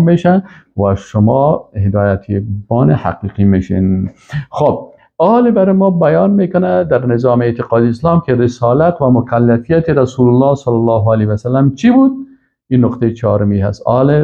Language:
Persian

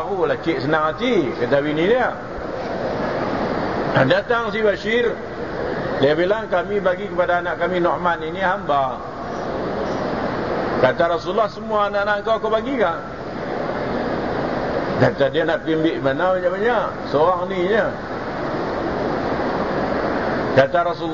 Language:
Malay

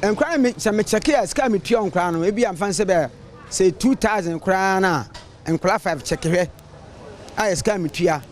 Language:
Akan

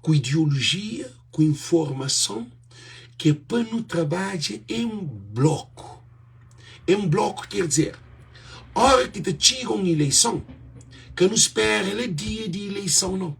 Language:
Kabuverdianu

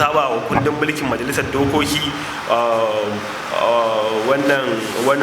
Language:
Hausa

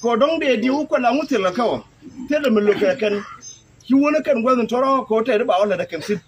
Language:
Nuer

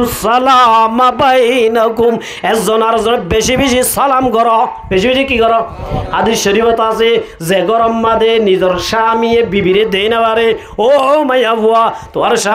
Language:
Rohingya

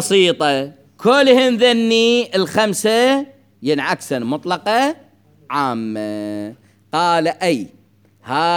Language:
Mesopotamian Arabic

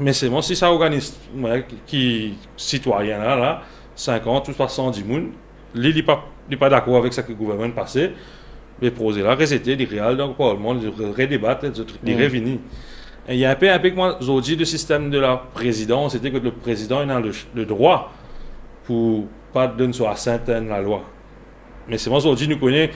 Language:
Morisyen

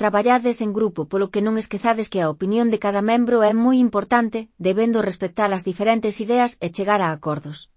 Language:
Galician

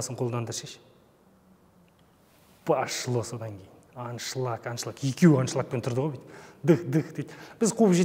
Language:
Kazakh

